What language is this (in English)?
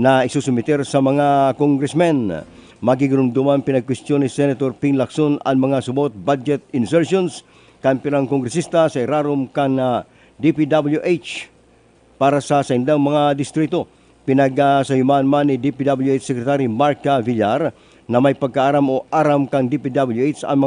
Bikol